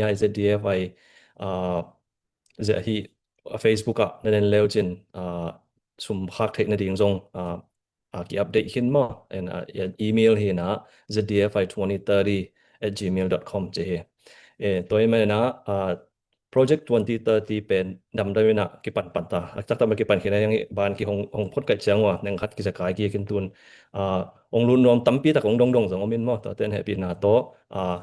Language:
Tedim Chin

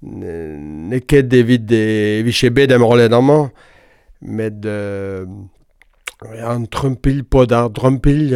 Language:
Breton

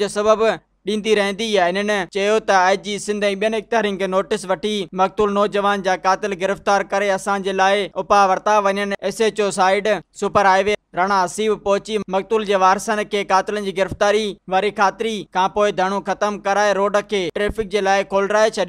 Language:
Sindhi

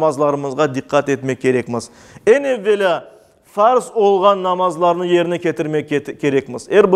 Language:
Crimean Tatar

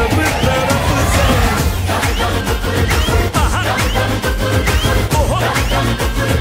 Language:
Hindi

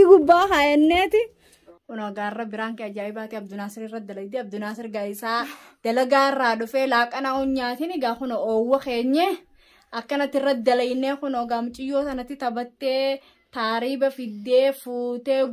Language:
Oromo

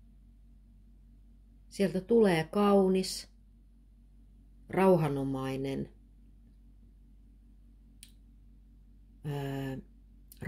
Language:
Finnish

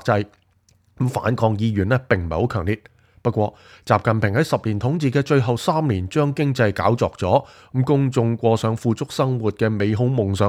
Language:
Cantonese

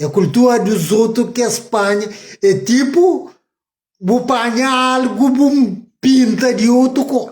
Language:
Kabuverdianu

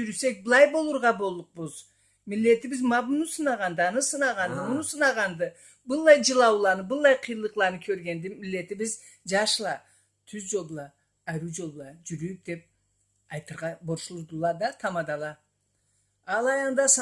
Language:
Karachay-Balkar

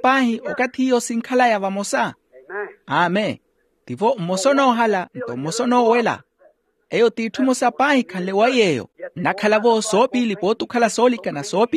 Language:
Makhuwa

